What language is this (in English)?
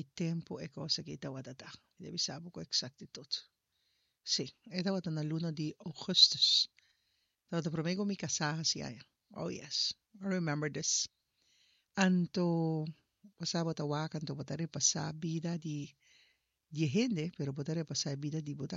Papiamento